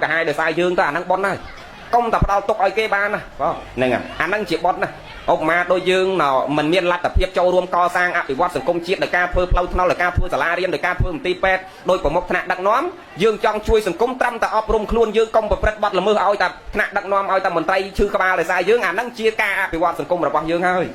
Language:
Khmer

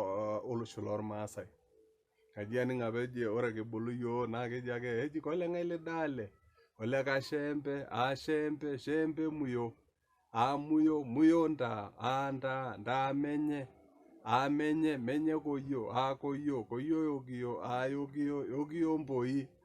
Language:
Masai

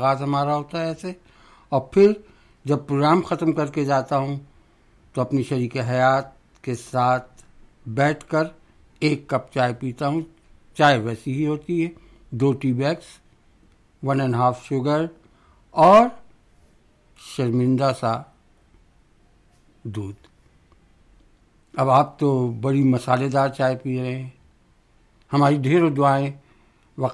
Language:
Urdu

